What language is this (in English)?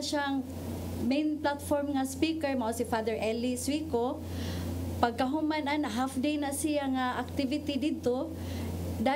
Cebuano